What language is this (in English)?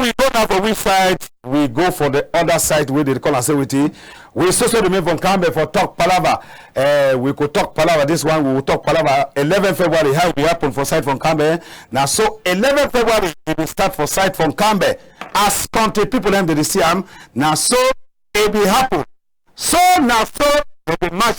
Cameroon Pidgin